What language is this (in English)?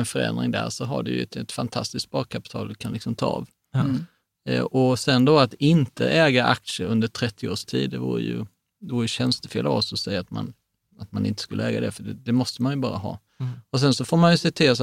Swedish